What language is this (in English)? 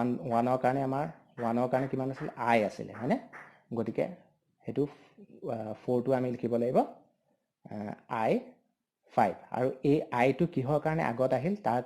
Assamese